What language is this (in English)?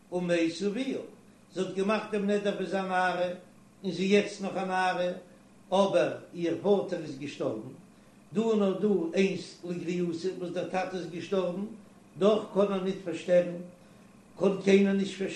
Yiddish